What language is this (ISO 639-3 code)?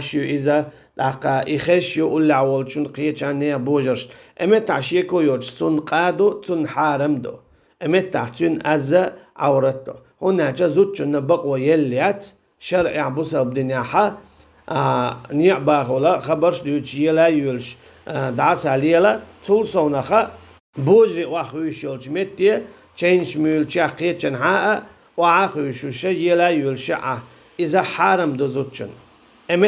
che